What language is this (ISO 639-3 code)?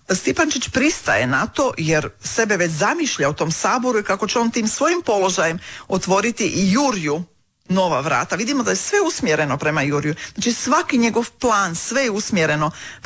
hrv